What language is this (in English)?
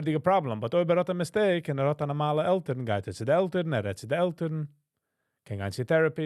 Yiddish